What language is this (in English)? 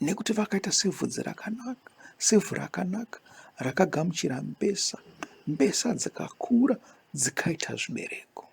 Shona